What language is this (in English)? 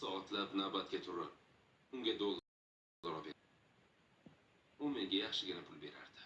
Uzbek